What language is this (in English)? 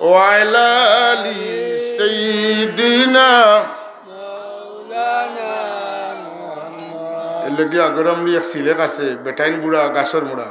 Sylheti